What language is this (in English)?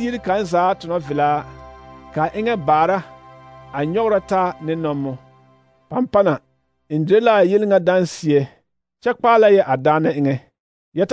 Southern Dagaare